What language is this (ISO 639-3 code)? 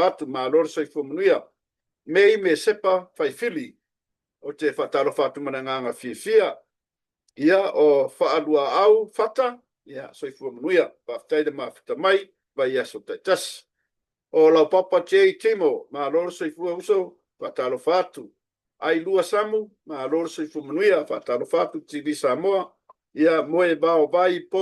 smo